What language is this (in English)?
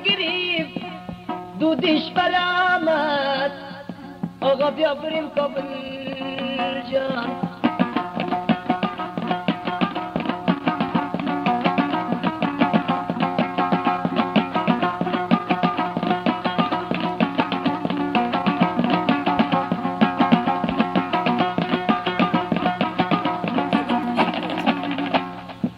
Persian